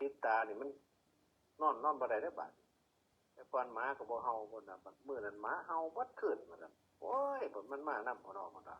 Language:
Northeastern Thai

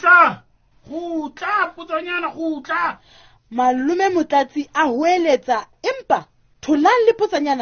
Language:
Southern Sotho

